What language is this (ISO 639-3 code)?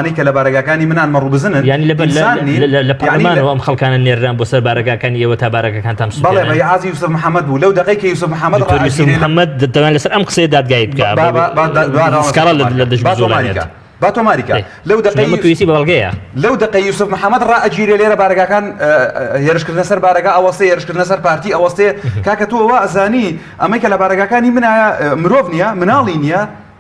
ckb